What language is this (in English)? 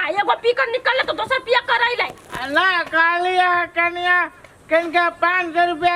Maithili